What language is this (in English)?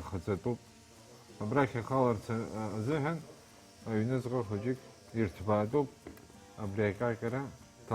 Abkhazian